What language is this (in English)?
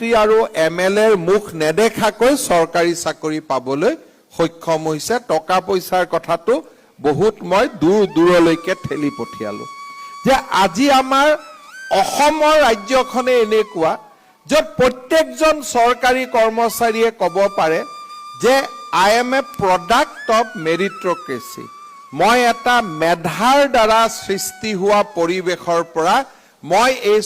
Assamese